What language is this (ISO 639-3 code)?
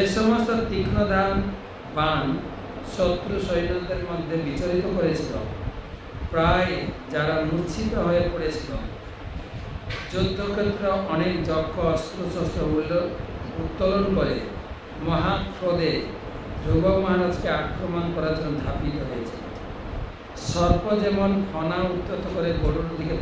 ben